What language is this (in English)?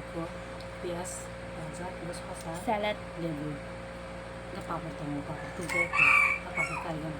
Kok Borok